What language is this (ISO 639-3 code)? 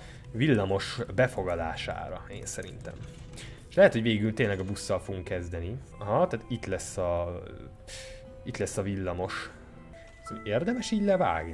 hun